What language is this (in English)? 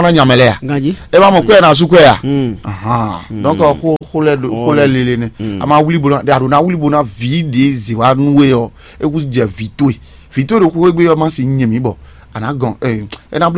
Fon